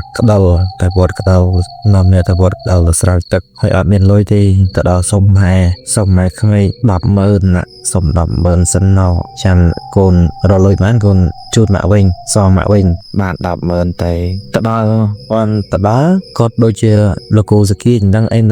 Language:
Khmer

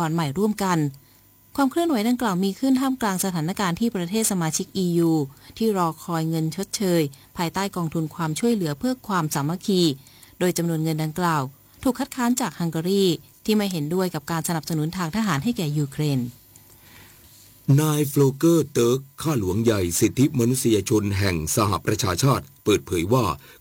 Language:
Thai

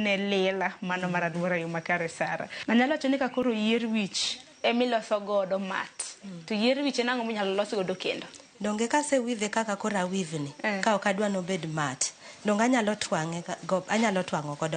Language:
Luo (Kenya and Tanzania)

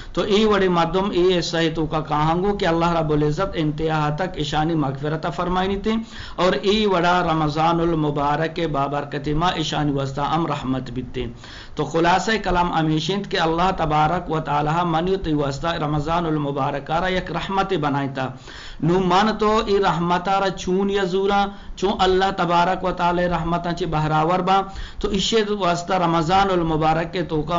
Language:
Eastern Balochi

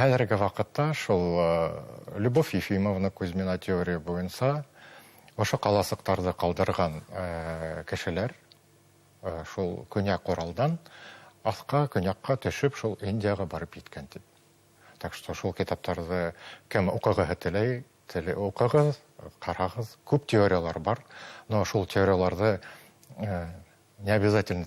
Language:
Bashkir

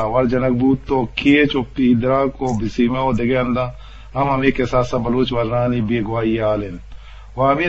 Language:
Eastern Balochi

